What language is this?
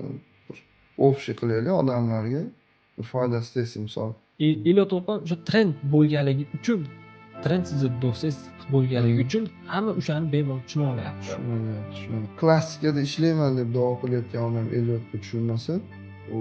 Uzbek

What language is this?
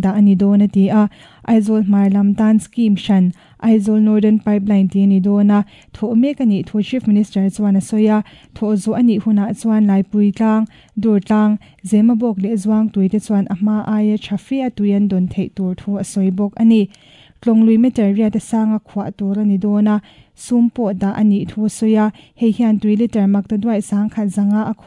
Mizo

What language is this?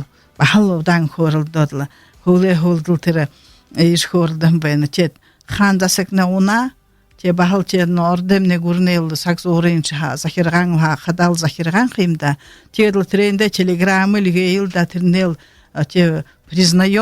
Buriat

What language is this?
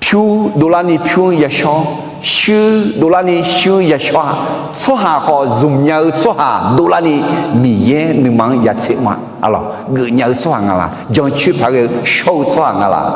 Akha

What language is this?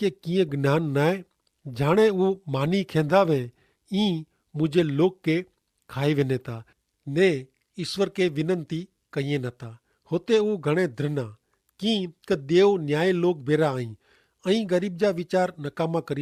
Kachhi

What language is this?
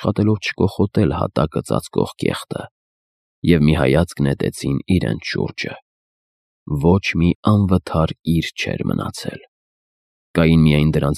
Armenian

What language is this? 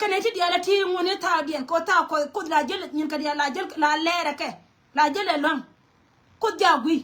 Nuer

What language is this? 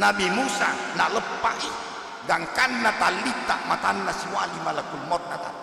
Buginese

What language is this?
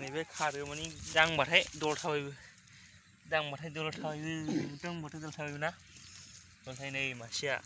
Bodo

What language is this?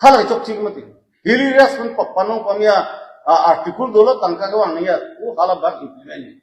Karbi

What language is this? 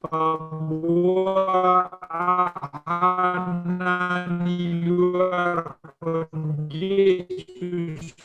Batak Simalungun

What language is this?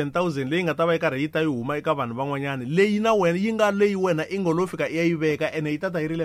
Tsonga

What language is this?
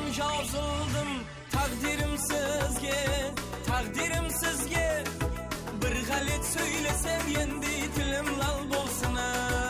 Kara-Kalpak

